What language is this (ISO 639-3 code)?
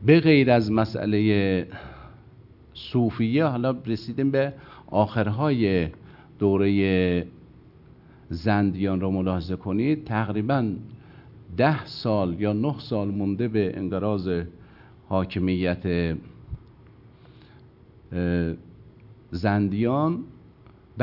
fas